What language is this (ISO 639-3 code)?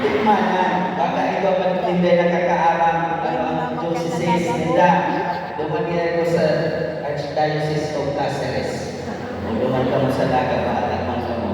bik